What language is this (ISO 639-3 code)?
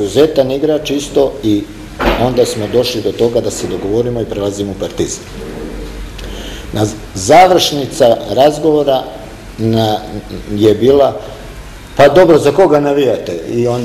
srp